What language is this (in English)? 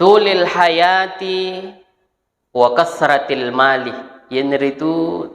Buginese